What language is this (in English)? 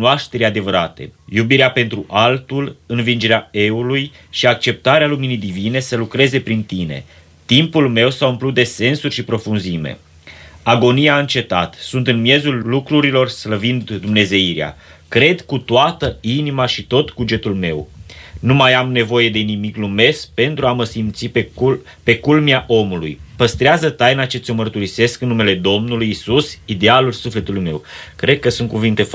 Romanian